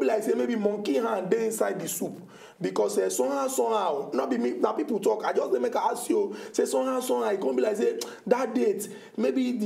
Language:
Nigerian Pidgin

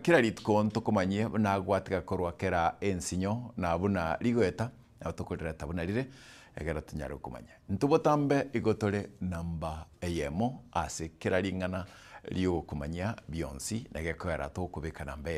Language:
Gusii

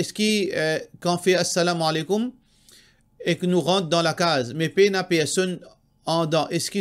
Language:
Morisyen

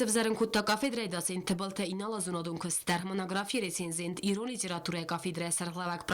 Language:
Ossetic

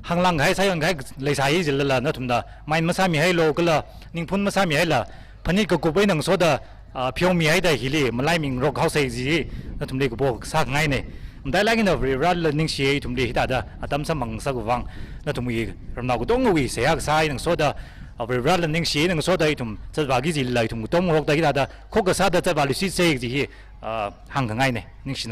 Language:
Tangkhul Naga (India)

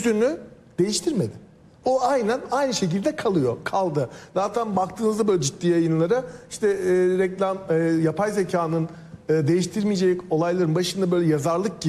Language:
Turkish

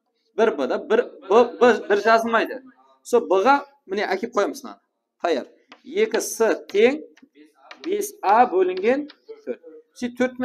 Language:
Kara-Kalpak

